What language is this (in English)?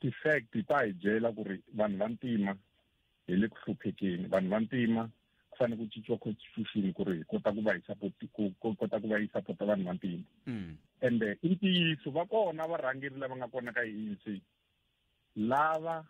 Tsonga